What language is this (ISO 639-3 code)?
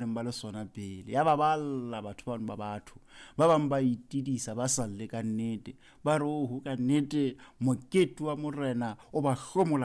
sot